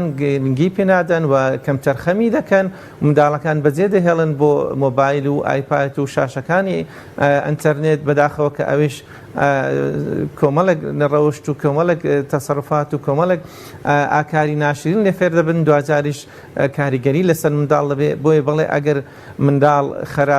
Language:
Central Kurdish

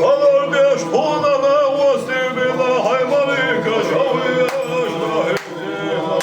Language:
Chechen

